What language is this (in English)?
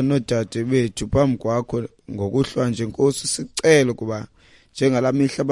Xhosa